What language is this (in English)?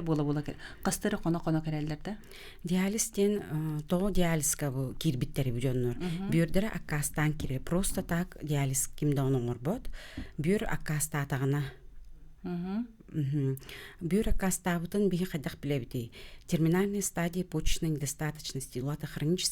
Yakut